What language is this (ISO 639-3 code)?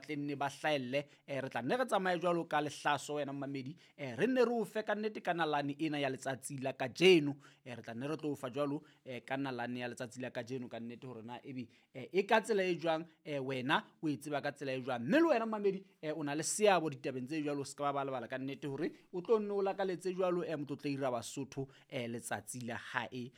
sot